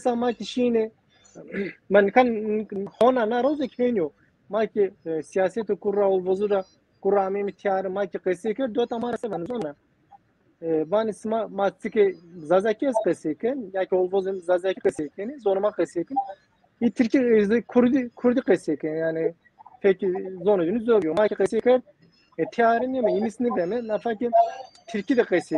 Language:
Zaza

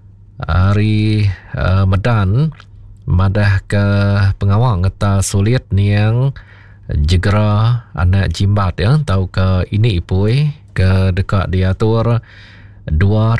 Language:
Iban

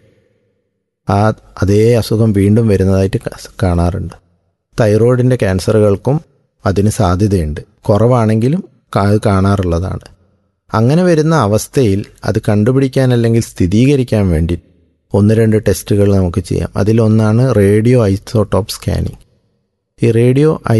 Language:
Malayalam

